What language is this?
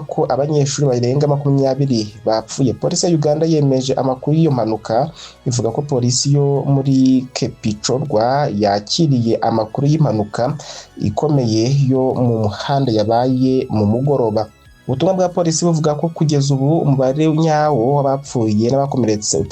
Kinyarwanda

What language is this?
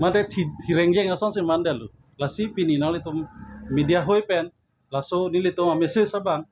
Karbi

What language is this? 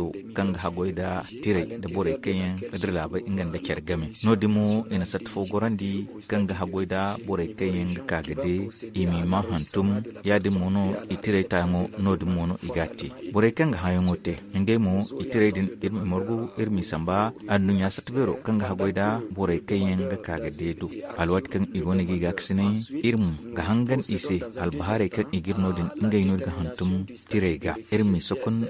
Zarma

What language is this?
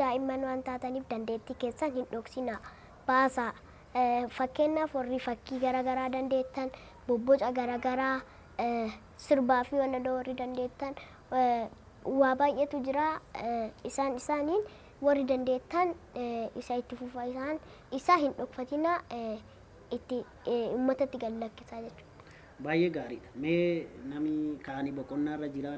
Oromo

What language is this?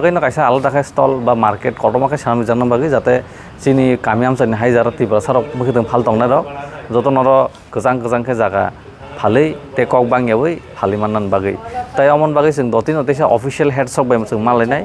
Kok Borok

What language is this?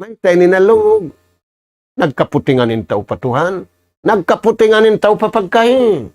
Tausug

